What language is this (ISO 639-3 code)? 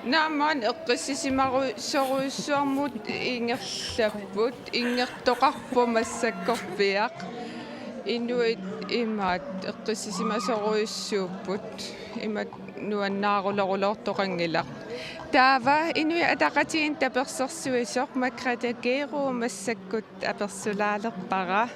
kal